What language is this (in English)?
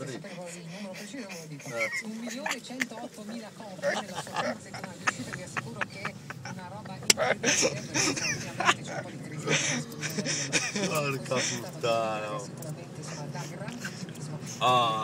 Italian